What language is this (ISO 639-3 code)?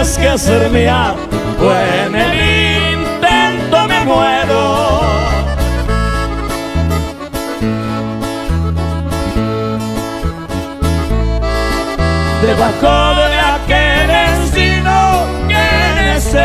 spa